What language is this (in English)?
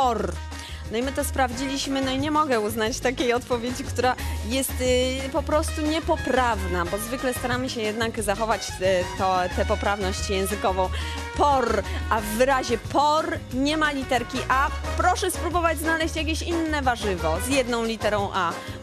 Polish